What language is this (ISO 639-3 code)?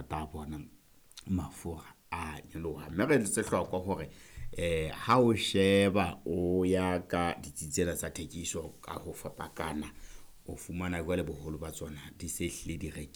sot